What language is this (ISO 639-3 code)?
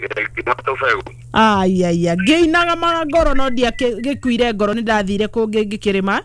kik